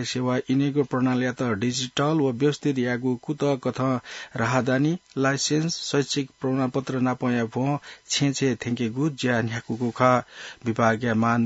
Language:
Newari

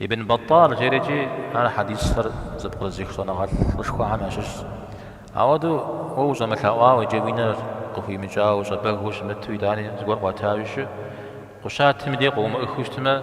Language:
Kabardian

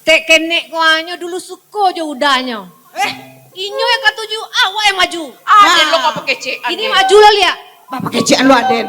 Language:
Minangkabau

